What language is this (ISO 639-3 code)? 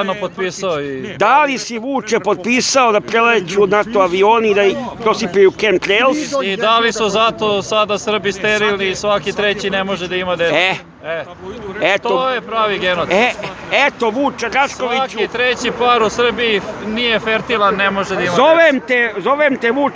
srp